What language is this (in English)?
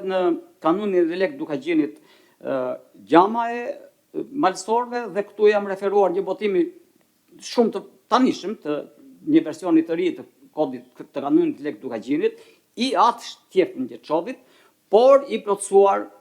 Albanian